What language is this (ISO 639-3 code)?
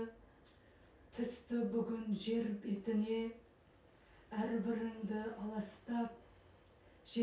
kaz